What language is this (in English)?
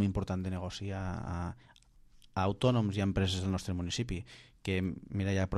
Catalan